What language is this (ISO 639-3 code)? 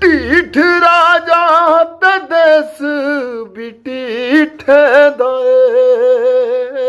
doi